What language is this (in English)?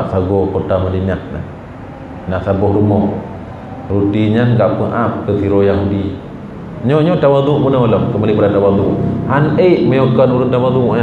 Achinese